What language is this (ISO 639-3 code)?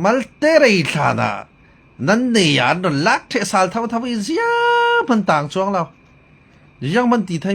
cfm